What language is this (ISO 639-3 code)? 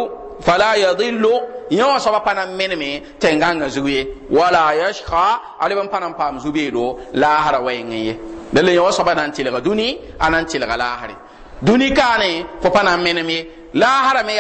mos